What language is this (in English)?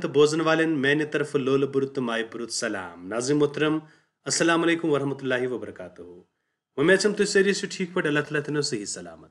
Kashmiri